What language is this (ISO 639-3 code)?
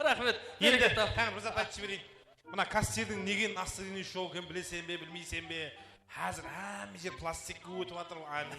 kaa